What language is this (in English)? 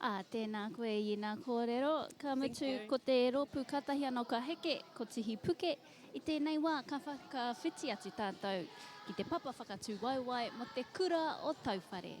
Māori